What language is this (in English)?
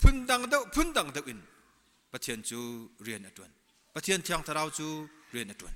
Hakha Chin